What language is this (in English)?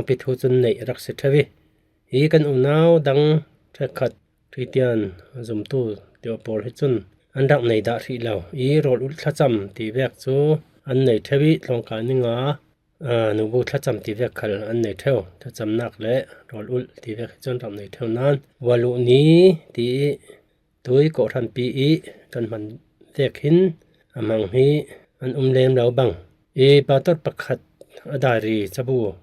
Falam Chin